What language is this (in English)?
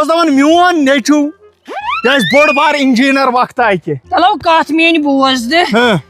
Kashmiri